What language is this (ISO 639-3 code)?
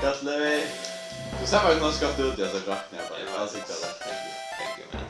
fao